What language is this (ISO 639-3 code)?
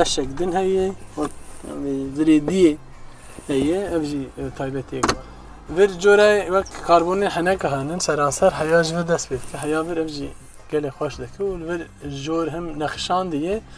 kur